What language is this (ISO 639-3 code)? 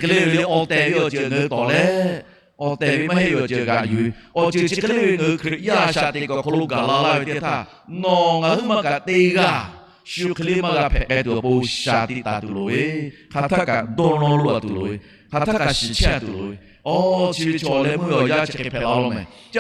lhu